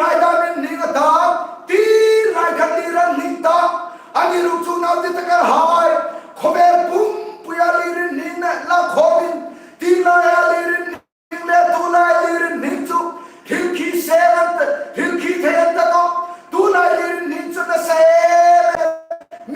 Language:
Hmar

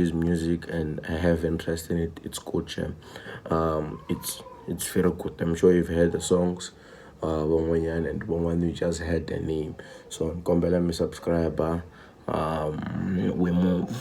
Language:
Tsonga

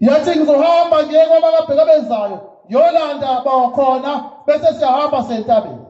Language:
Zulu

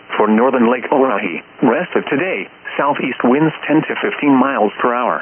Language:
English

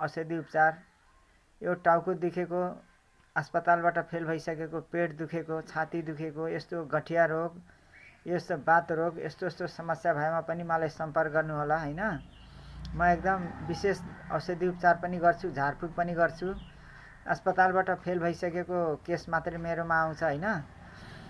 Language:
Nepali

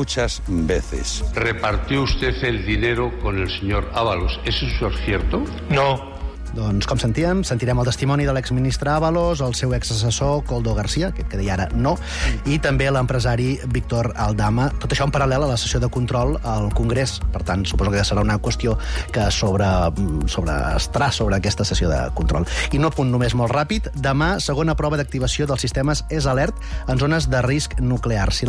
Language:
Catalan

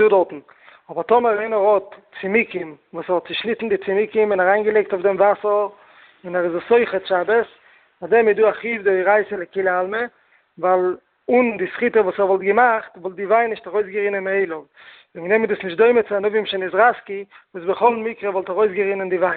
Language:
Yiddish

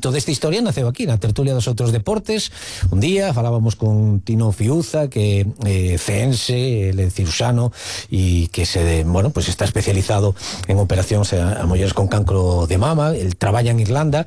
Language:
Galician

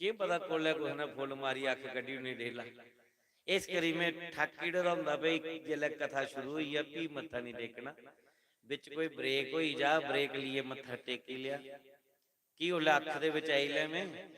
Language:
Dogri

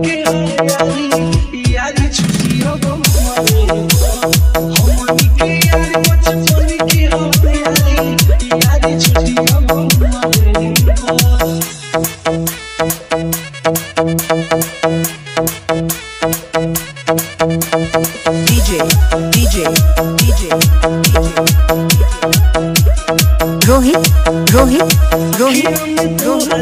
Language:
Bhojpuri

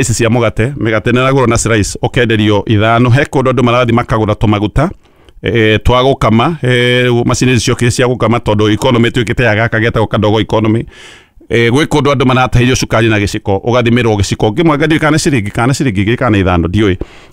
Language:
Kikuyu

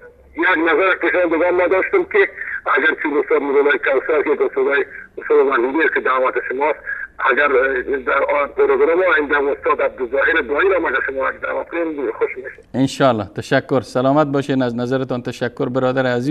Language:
Persian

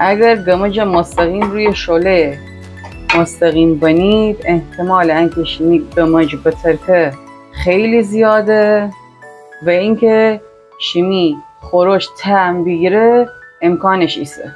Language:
Gilaki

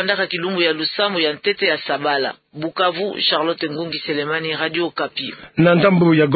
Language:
Kituba (Democratic Republic of Congo)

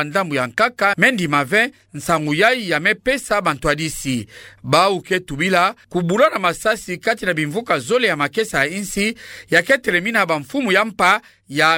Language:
Kituba (Democratic Republic of Congo)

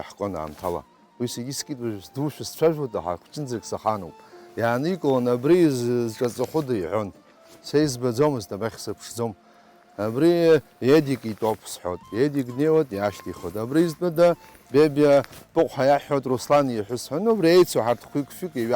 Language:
Abkhazian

